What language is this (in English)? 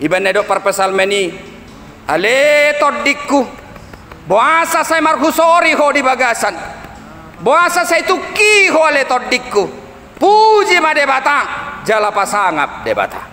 Batak Toba